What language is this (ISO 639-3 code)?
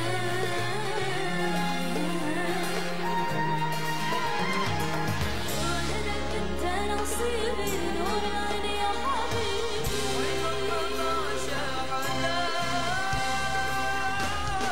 msa